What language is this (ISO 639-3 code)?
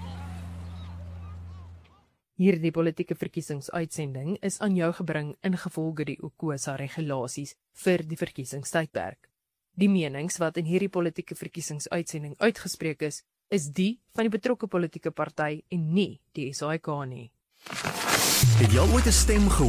afr